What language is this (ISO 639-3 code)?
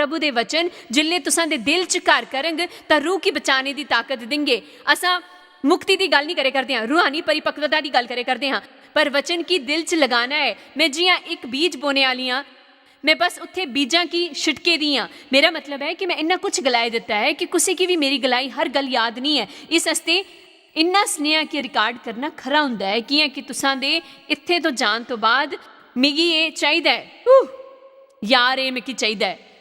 doi